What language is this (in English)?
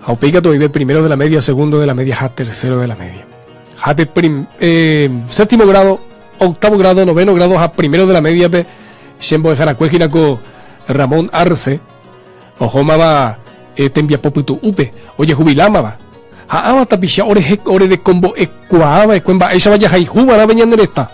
Guarani